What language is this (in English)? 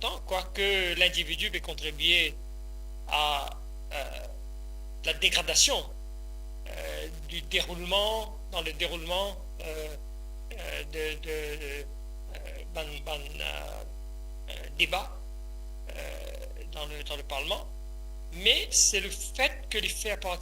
Morisyen